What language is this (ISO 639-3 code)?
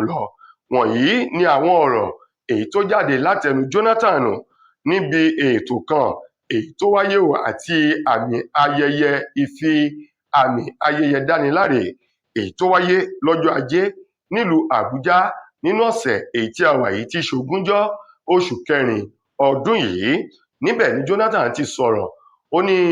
yor